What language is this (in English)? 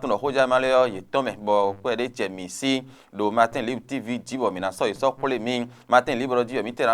Fon